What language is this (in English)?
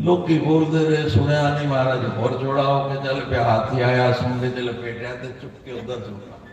Dogri